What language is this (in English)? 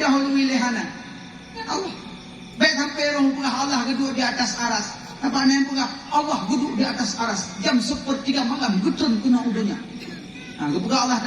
Achinese